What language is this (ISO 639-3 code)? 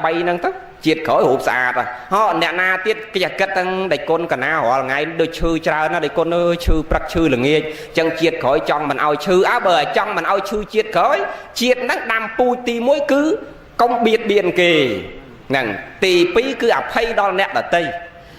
khm